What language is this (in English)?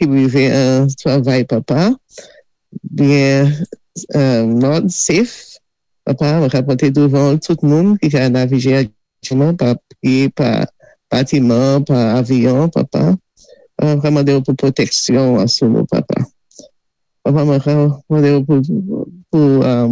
Saint Lucian Creole French